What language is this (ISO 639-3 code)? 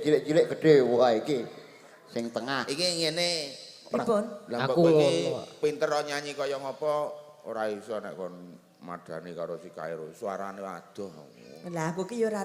jav